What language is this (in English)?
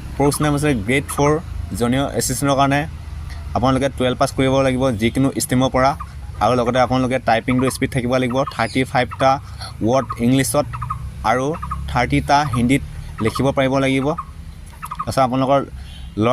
Assamese